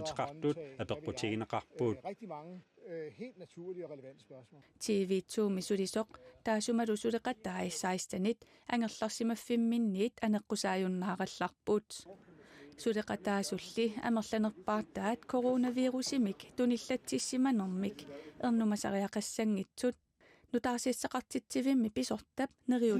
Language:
Kalaallisut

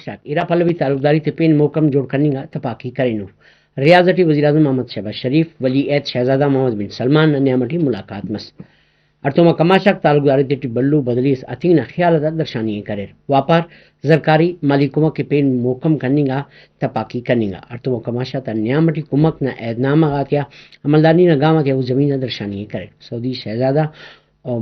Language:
Brahui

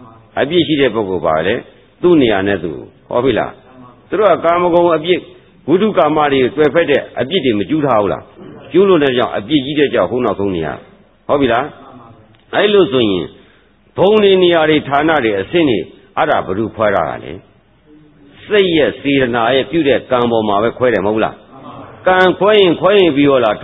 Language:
Burmese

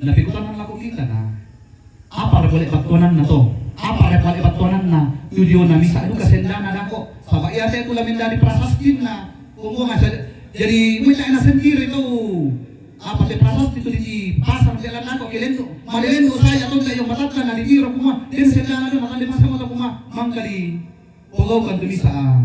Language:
Toraja-Sa'dan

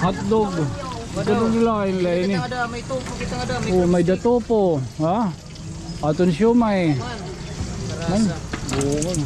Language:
Waray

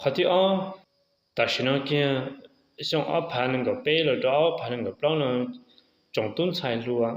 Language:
Hmong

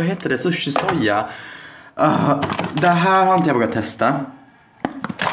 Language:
Swedish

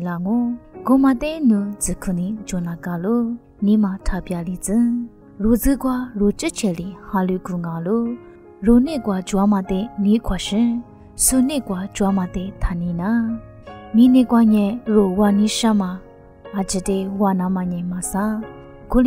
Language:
Lisu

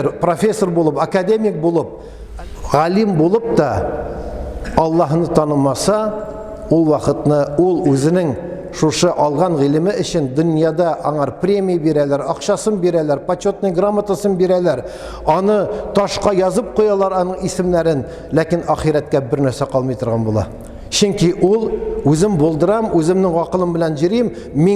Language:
Tatar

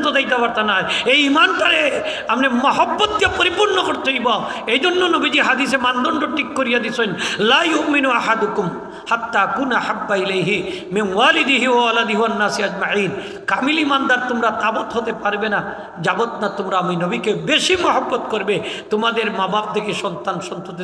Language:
Sylheti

